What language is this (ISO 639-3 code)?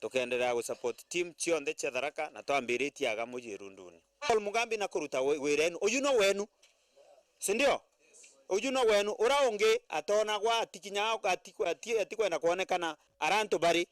mer